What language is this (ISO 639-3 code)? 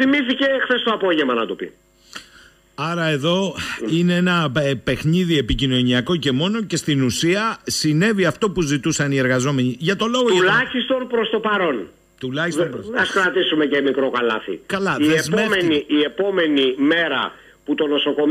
ell